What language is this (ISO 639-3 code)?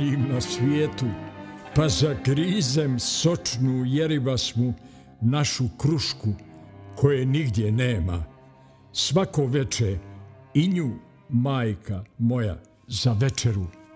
bos